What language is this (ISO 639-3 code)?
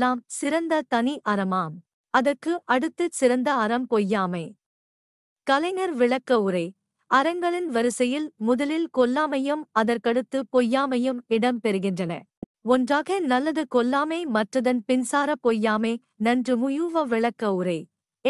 tam